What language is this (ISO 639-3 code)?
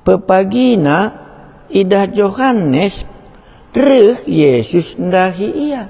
btx